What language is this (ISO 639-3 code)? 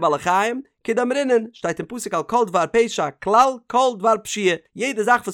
yid